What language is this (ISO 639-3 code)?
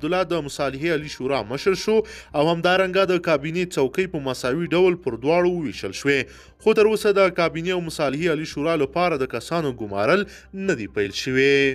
pus